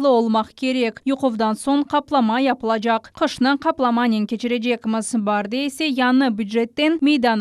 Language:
Crimean Tatar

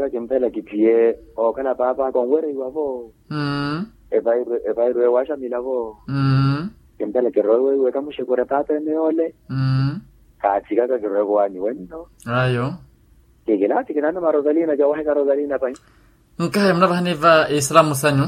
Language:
Makhuwa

